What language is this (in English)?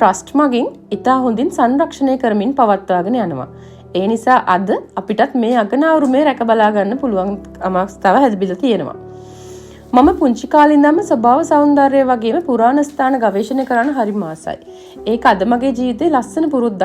Sinhala